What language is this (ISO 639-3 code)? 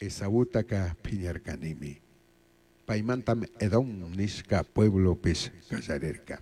qug